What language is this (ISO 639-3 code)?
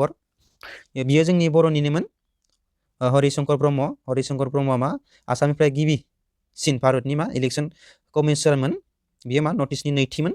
brx